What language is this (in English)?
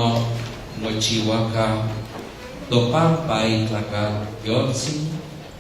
Nahuatl languages